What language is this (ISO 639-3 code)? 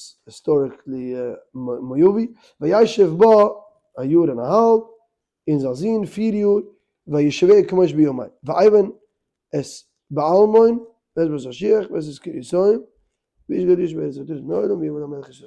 yid